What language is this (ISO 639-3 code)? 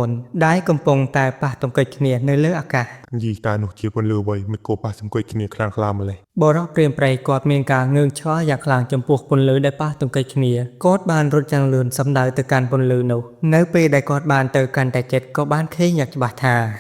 khm